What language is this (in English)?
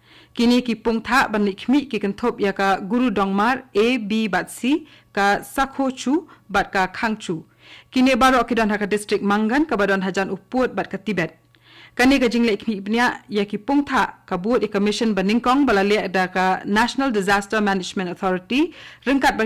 Khasi